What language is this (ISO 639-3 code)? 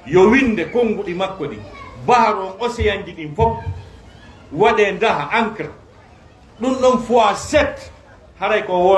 ful